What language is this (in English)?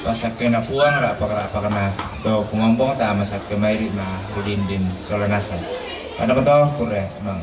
Toraja-Sa'dan